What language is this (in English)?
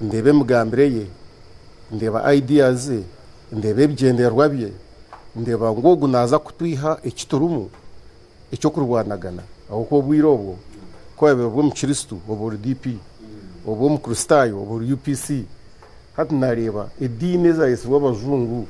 Nyankole